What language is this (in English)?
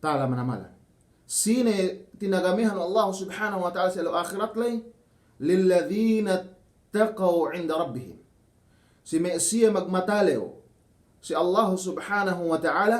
Yakan